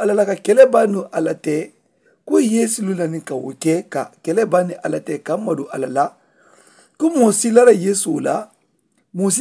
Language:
Mandingo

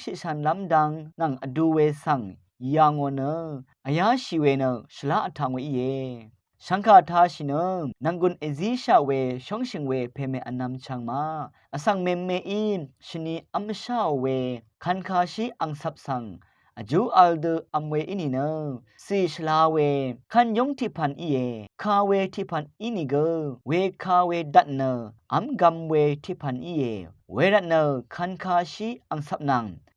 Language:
Rawang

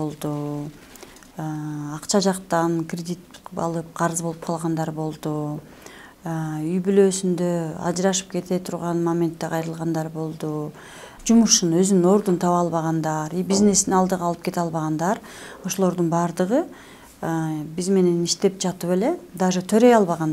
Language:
Kyrgyz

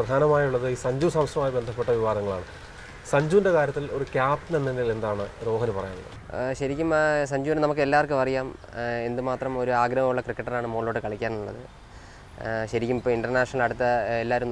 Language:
Malayalam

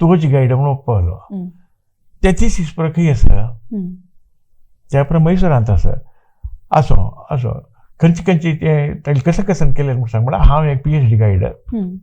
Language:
Konkani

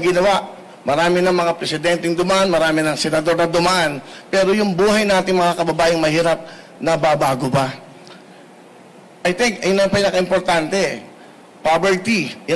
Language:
Filipino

